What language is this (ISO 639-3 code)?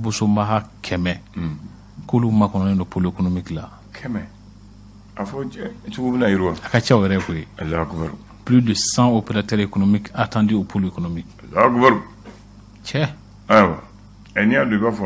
bam